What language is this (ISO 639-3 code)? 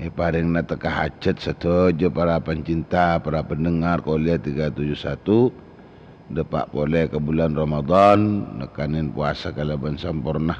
mad